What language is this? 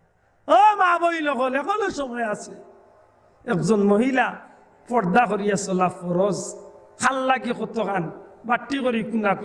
Sylheti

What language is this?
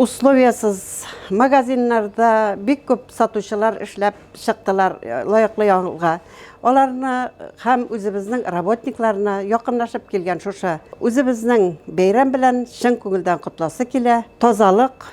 Tatar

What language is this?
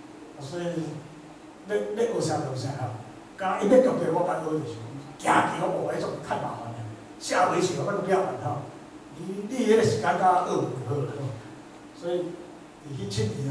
Chinese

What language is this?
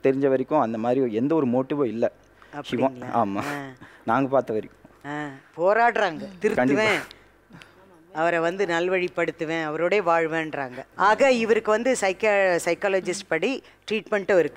Tamil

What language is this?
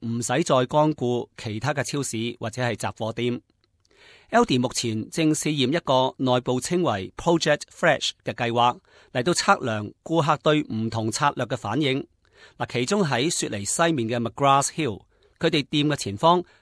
Cantonese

